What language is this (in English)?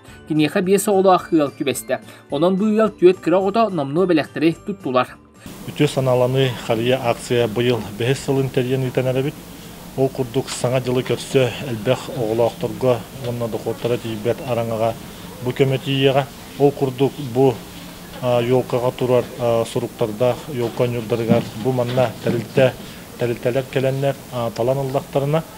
Yakut